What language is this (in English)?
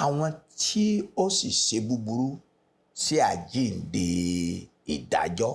Yoruba